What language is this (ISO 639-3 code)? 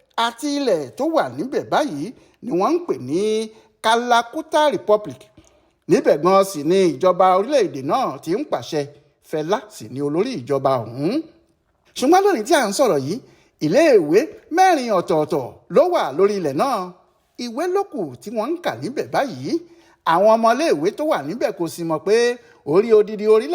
yor